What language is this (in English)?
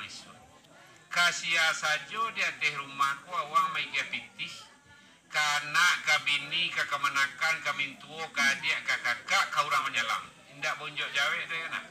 Minangkabau